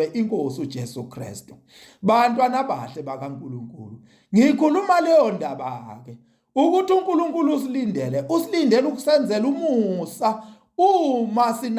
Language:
Zulu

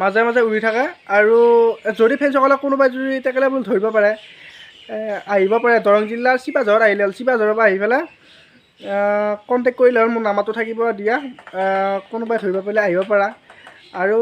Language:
Assamese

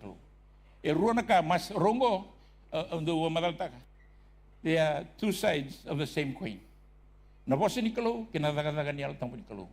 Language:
Fijian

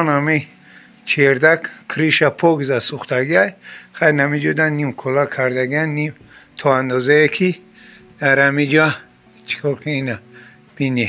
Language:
Tajik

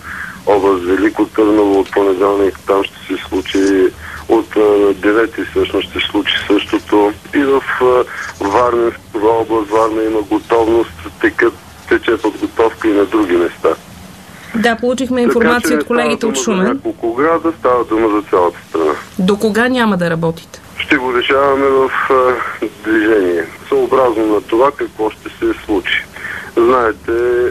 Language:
Bulgarian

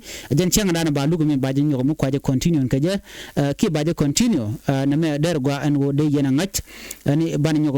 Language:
Nuer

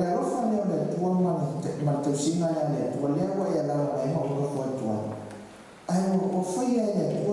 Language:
Samoan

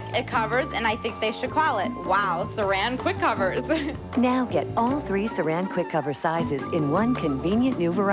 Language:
English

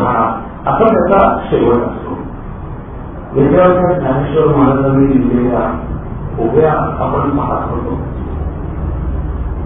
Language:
Marathi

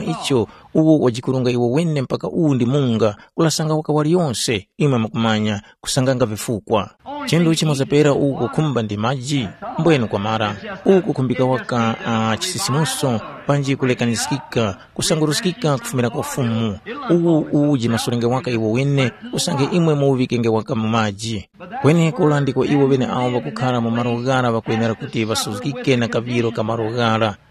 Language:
Tumbuka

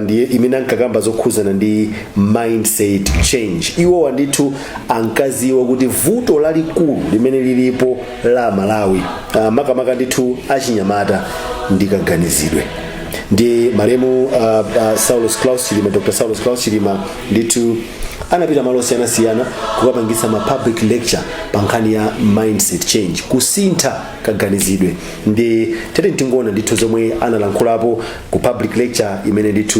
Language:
Nyanja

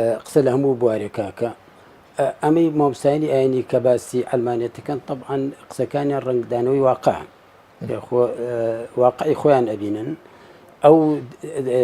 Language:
Central Kurdish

